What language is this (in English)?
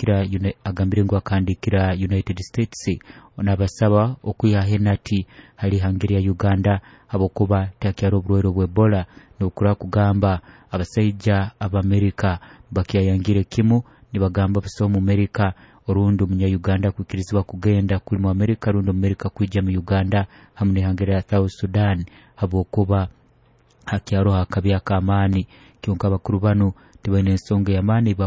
Nyoro